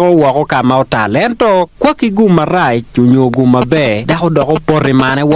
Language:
Acoli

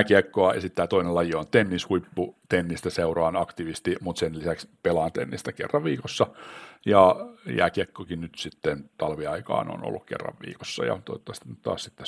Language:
Finnish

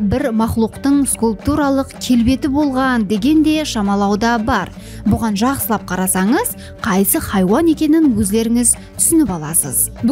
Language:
Kara-Kalpak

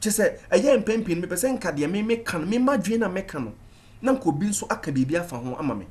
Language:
Akan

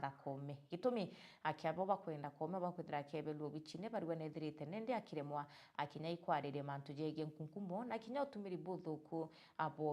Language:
Meru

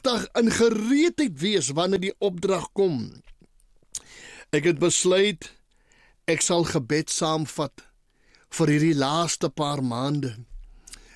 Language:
Afrikaans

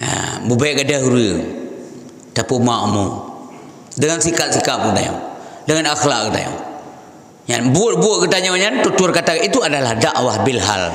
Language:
Achinese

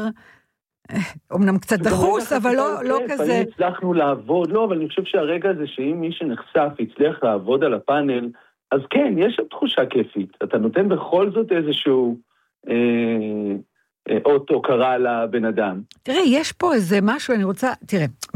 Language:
Hebrew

